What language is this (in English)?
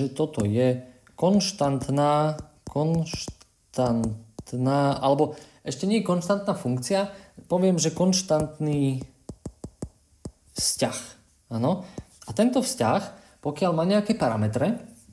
Slovak